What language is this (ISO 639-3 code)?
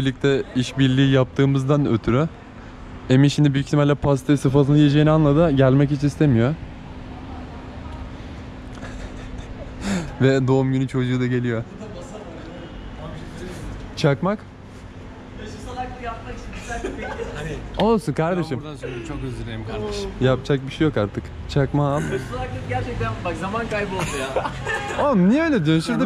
tur